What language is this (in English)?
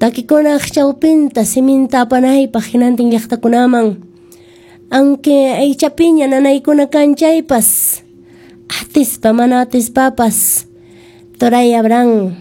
Quechua